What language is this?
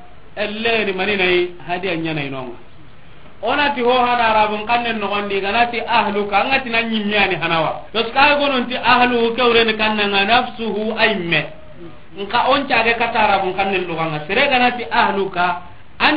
Soninke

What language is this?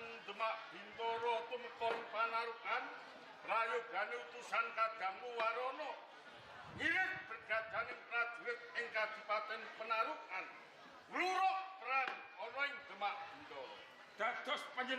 Javanese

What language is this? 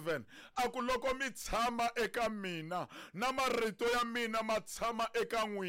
Tsonga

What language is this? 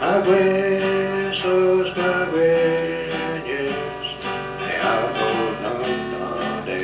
Mohawk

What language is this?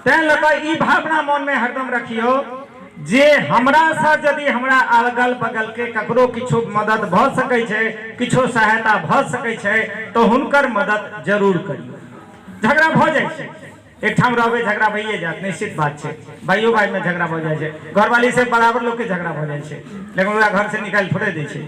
Maithili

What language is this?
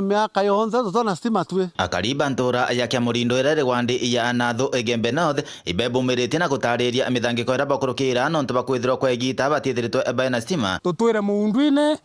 Meru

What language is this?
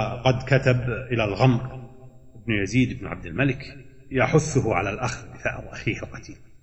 Arabic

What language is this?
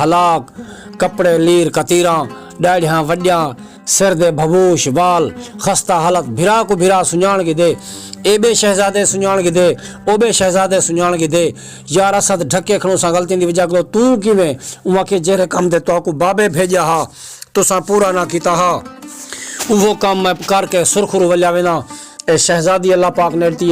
Saraiki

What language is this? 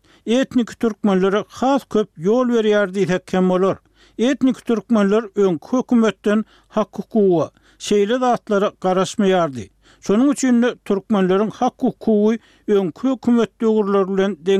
Turkmen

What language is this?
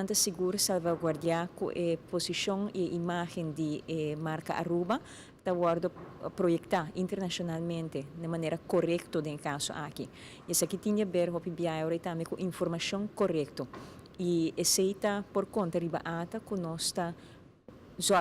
Papiamento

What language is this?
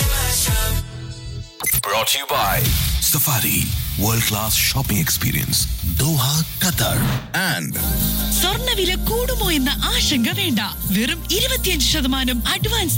Malayalam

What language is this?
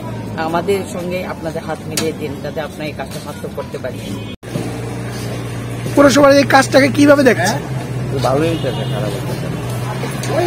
Bangla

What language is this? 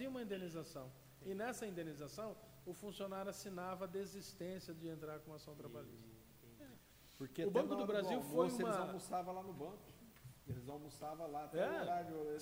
Portuguese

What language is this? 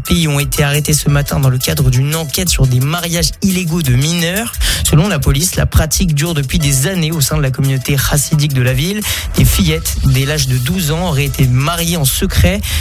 French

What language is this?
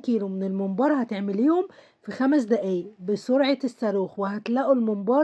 Egyptian Arabic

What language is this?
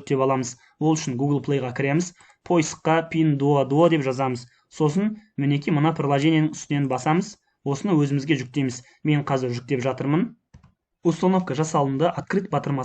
Kazakh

